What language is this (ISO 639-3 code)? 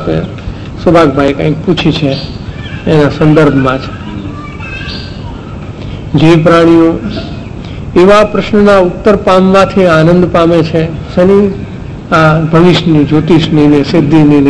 guj